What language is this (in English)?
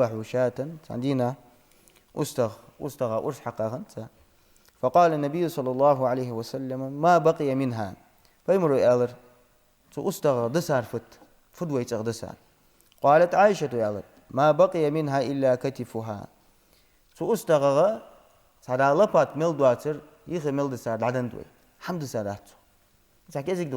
Ingush